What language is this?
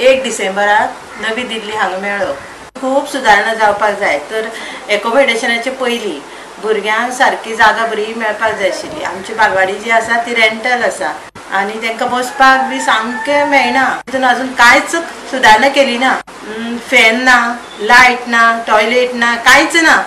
Konkani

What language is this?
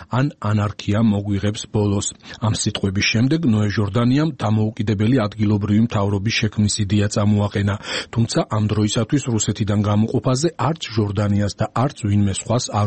Georgian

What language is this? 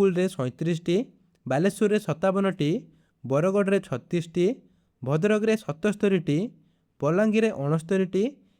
Odia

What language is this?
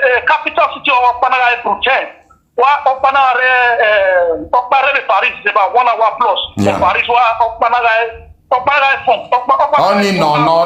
Nigerian Pidgin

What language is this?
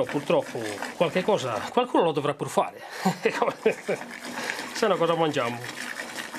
Italian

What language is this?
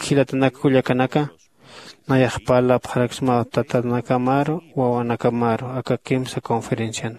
Aymara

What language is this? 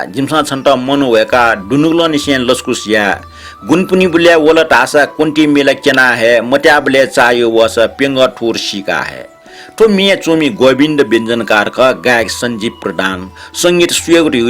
Newari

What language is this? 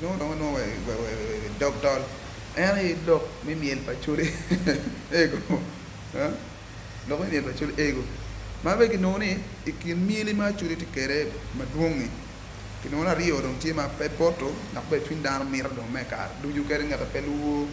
Acoli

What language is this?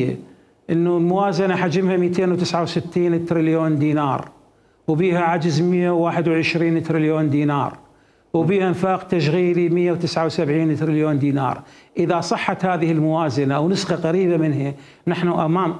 Mesopotamian Arabic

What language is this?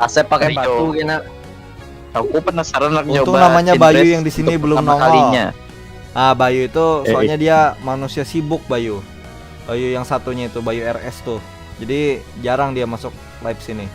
Banjar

